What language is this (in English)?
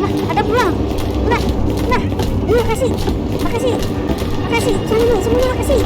Banjar